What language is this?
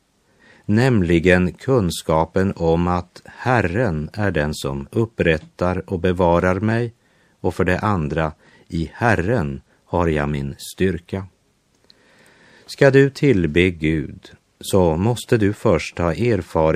Swedish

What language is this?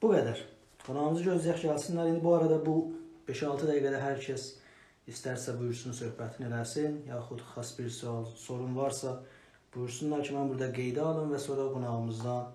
South Azerbaijani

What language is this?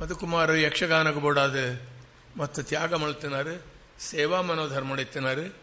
Tulu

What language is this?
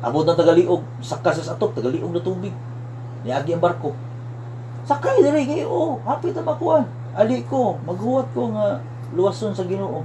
Cebuano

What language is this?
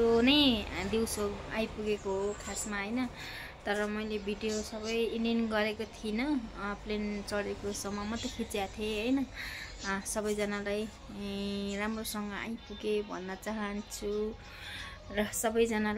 Nepali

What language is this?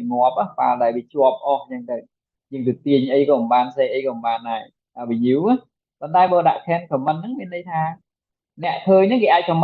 Khmer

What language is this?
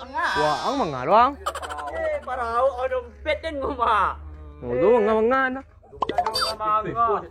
Minangkabau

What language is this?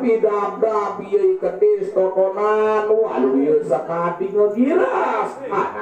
Balinese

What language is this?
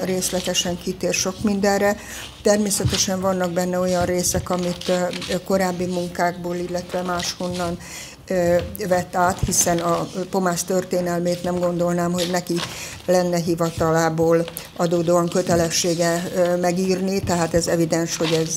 Hungarian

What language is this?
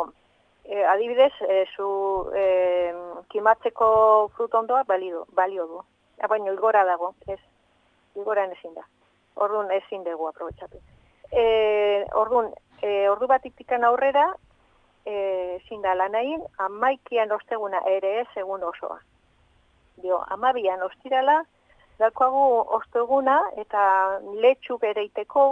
Basque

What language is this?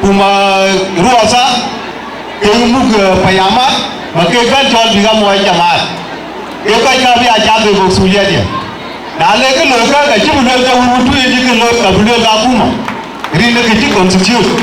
Dinka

